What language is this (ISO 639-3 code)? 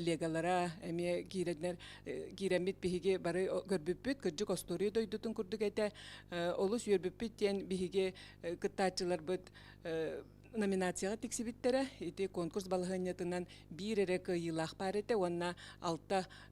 sah